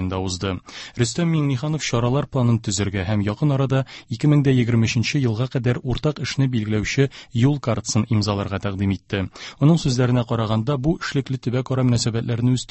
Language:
Tatar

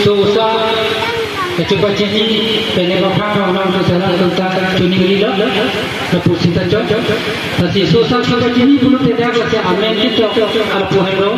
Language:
Karbi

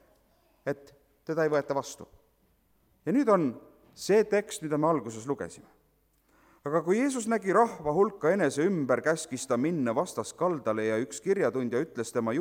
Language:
Estonian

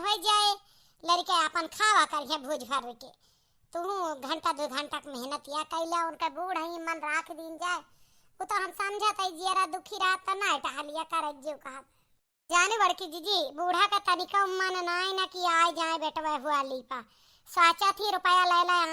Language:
Awadhi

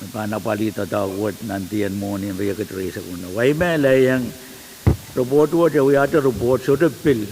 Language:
Pohnpeian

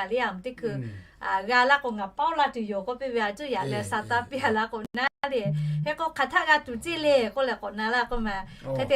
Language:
Lahu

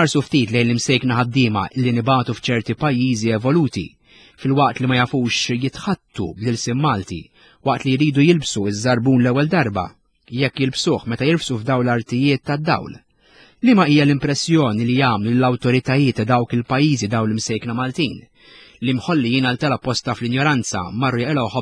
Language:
Maltese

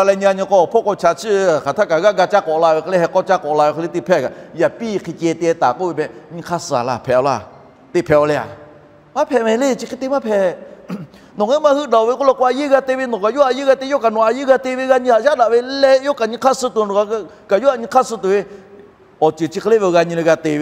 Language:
Lahu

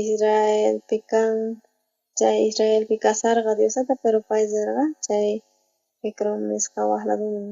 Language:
South Bolivian Quechua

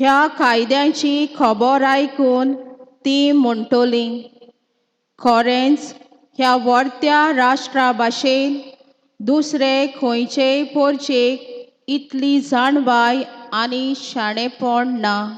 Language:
Konkani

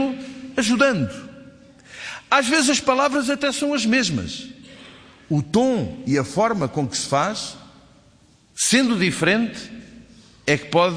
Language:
Portuguese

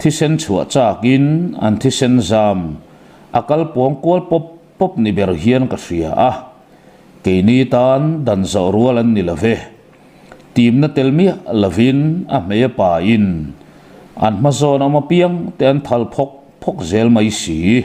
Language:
Mizo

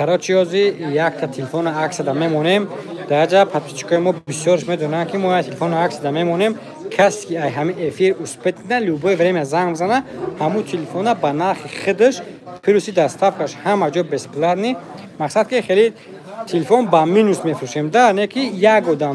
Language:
Tajik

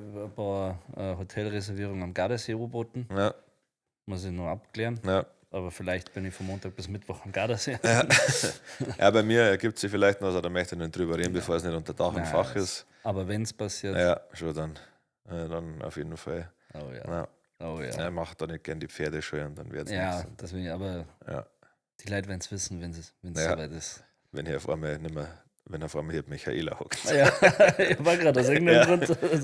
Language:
Bavarian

